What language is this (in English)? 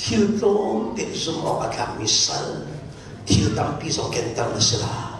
Hakha Chin